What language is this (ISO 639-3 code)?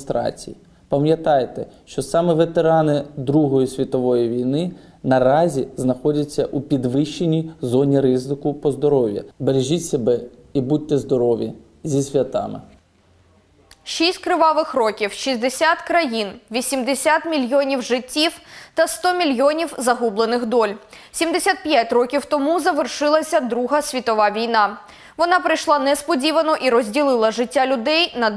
ukr